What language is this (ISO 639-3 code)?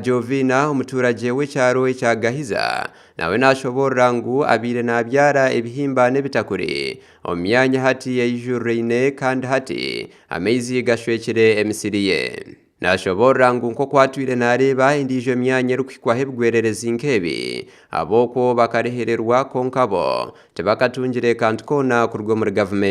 nyn